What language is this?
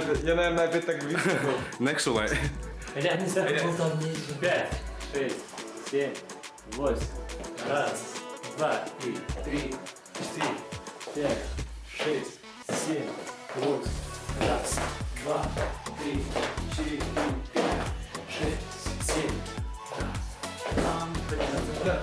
Tatar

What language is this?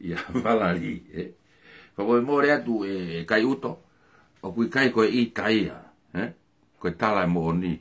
Tongan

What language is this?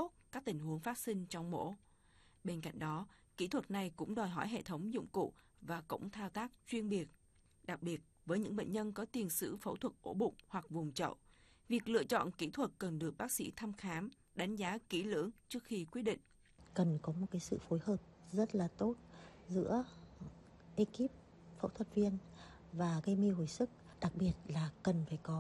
Vietnamese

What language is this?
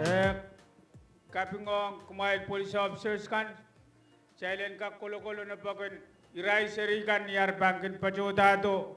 Pohnpeian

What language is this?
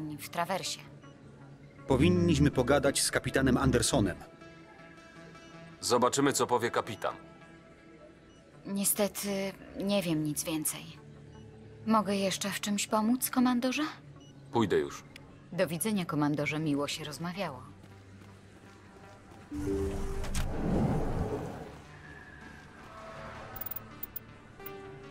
Polish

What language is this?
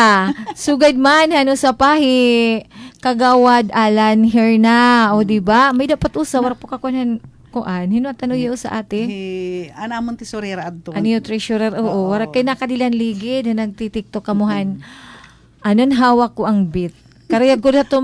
Waray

